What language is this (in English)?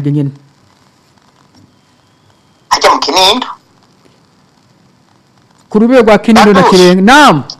Rundi